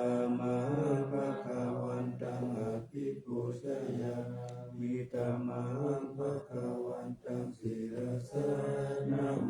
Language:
Pali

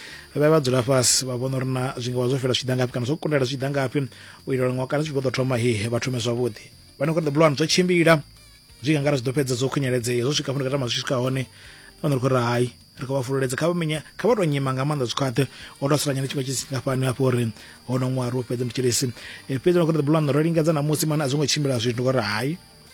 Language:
Venda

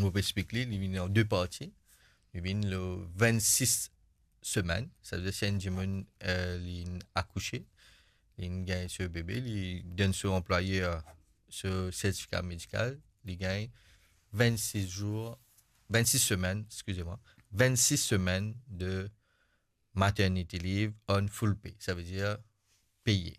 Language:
Morisyen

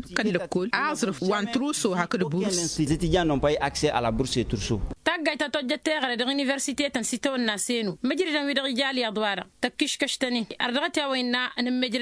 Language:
Tamasheq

